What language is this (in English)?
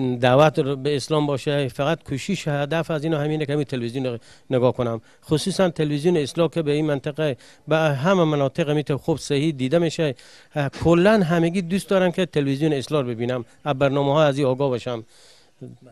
Persian